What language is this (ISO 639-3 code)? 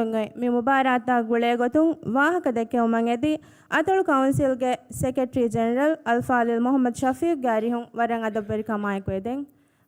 div